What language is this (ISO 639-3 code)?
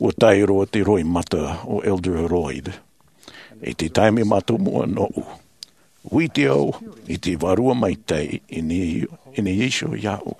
tah